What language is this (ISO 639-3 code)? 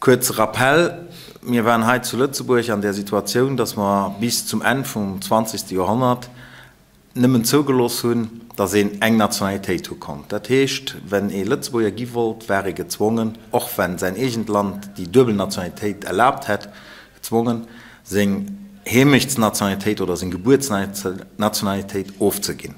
ltz